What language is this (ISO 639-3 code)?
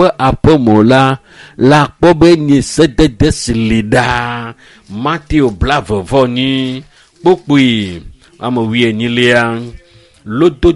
ewe